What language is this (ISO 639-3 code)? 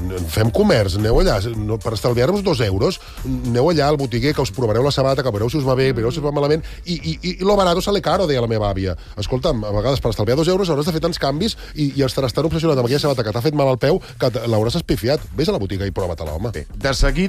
cat